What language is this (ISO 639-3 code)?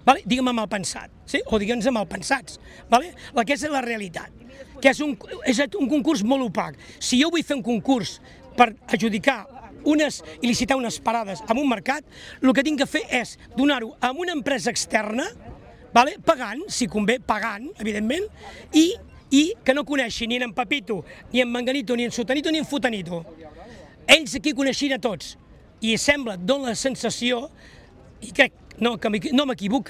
cat